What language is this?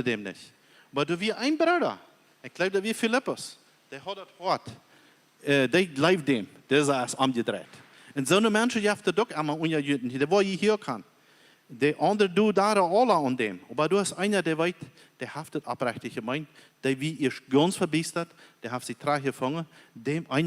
Plautdietsch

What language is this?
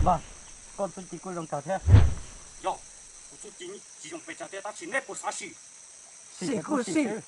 Hmong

